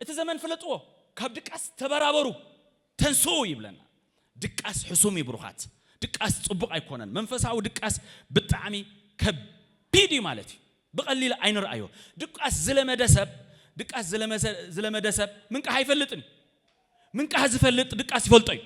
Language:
Tigrinya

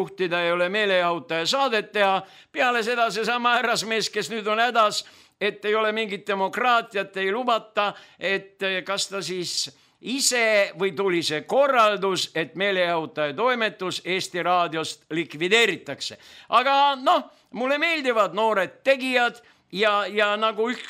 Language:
Estonian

